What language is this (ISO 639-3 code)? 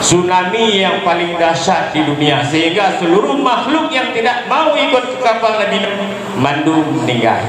ace